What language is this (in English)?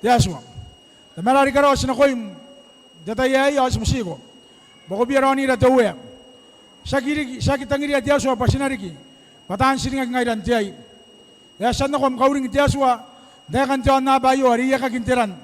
Gilbertese